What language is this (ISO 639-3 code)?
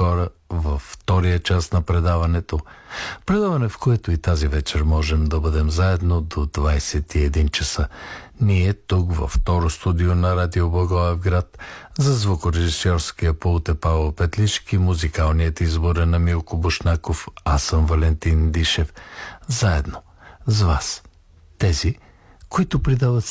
bul